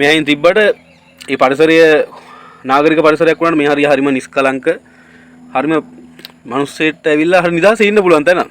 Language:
Sinhala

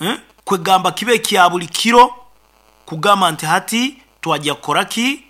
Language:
Nyoro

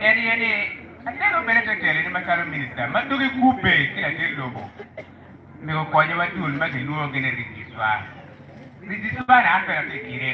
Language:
Acoli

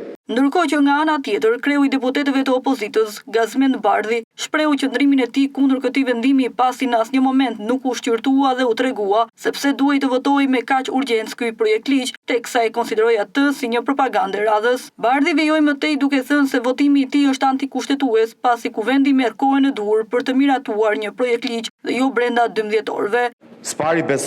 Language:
Albanian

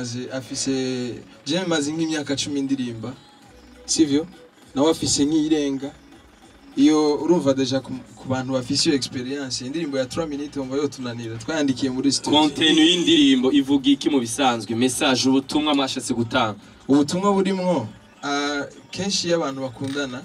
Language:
Rundi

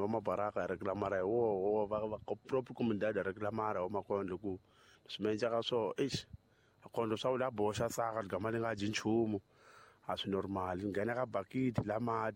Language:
Tsonga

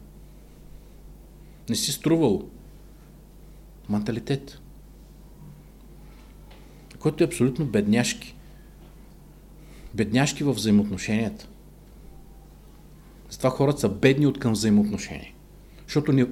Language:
Bulgarian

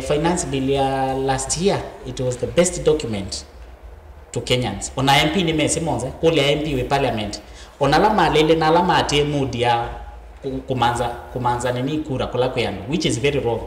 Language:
Kamba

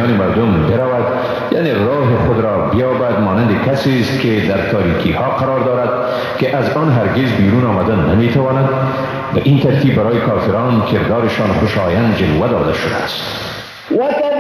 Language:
Persian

